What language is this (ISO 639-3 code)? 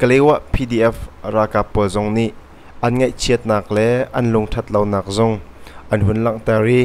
cnh